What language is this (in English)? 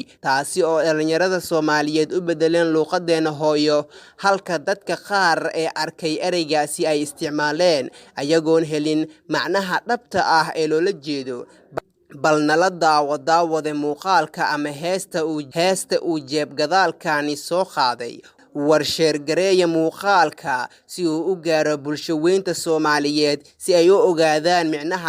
Somali